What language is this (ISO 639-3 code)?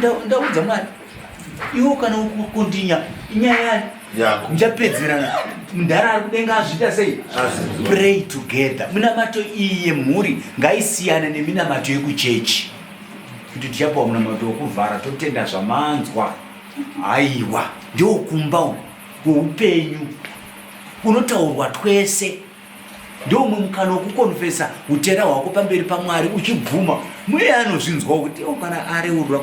sna